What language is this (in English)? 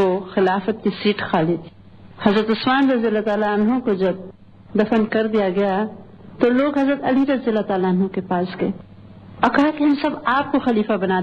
Urdu